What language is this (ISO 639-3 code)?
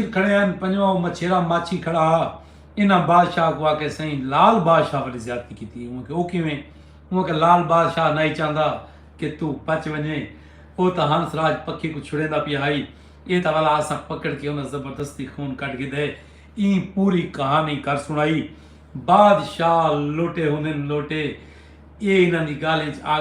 skr